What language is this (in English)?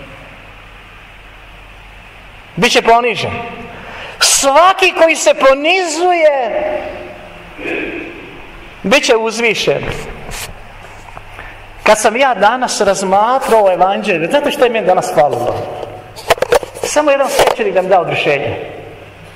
Croatian